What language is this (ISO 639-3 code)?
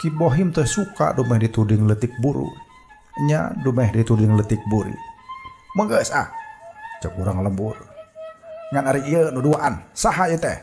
sun